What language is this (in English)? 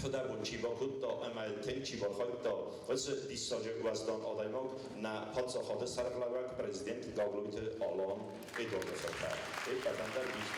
Ossetic